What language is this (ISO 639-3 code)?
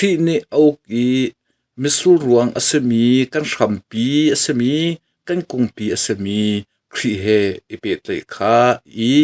cnh